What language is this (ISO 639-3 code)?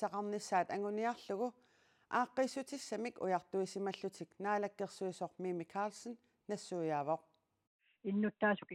kal